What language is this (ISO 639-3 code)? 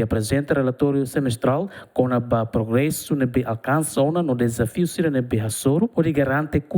tet